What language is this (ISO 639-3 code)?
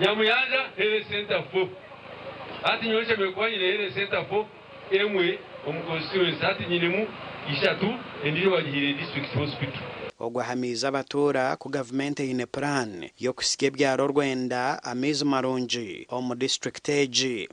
nyn